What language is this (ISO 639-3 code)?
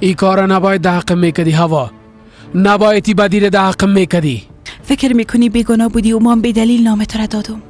fas